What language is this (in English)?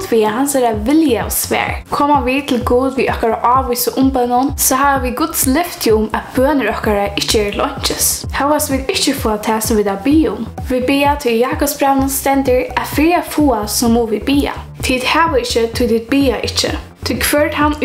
Faroese